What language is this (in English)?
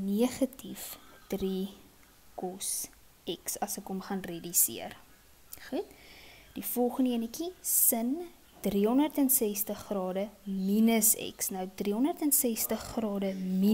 Afrikaans